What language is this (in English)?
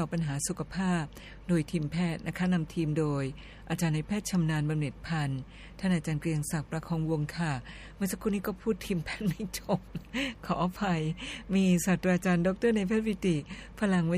Thai